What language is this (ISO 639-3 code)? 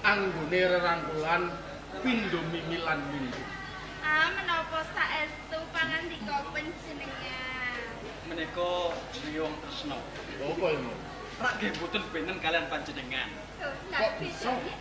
jav